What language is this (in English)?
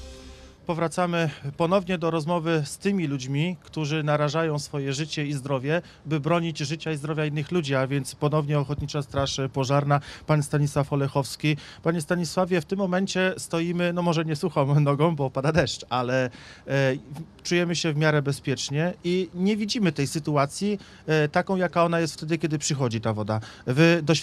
Polish